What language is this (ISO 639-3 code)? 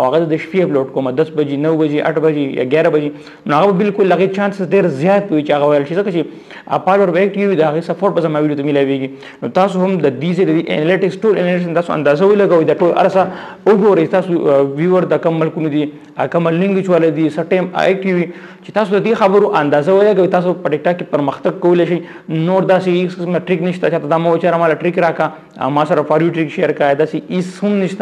pus